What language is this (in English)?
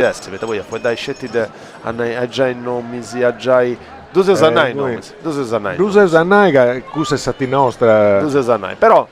Sardinian